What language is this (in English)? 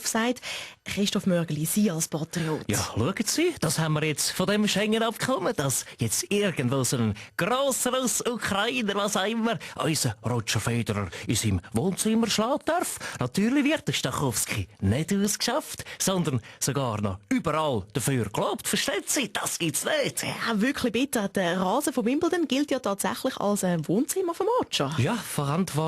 Swiss German